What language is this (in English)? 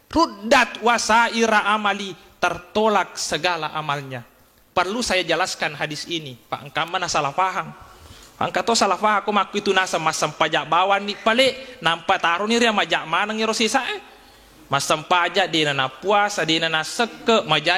Buginese